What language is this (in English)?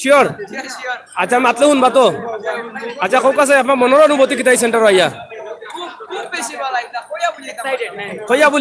Sylheti